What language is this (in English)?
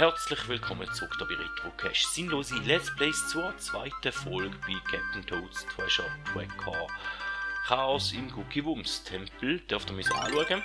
Swiss German